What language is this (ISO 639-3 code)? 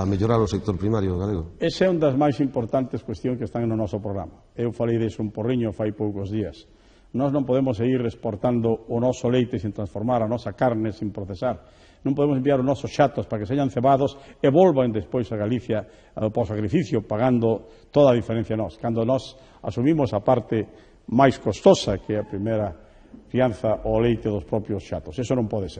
glg